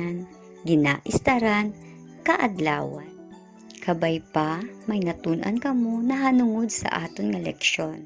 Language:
Hiligaynon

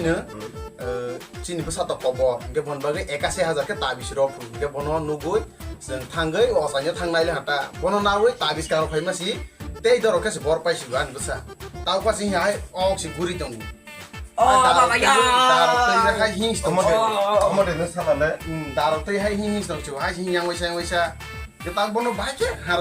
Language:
Kok Borok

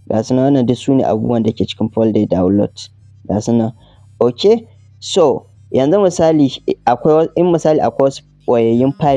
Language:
Hausa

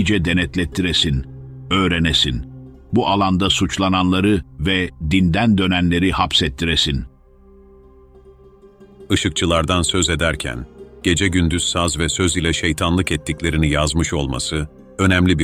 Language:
Turkish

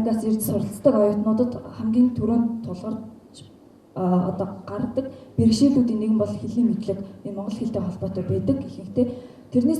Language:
Mongolian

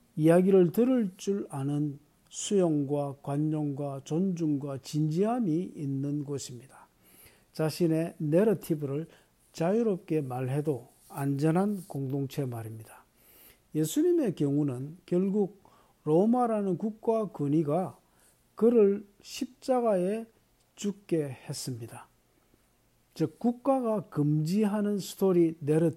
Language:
Korean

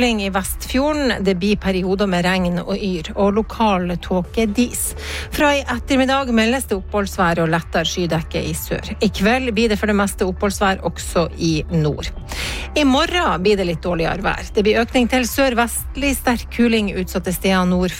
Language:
Norwegian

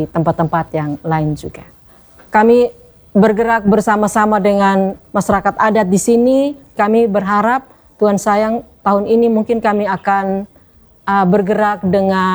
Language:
Indonesian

